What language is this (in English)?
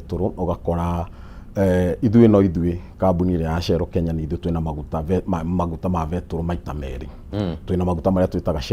Kikuyu